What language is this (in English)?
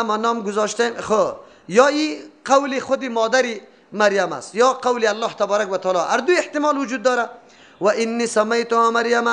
Persian